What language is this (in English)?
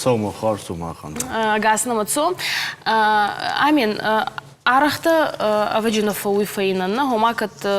Ossetic